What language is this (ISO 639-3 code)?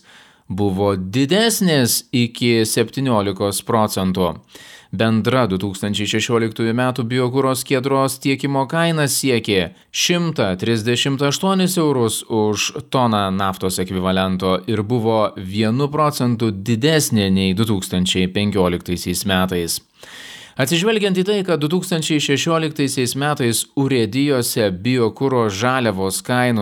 lit